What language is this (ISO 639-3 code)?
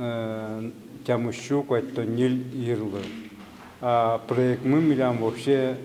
udm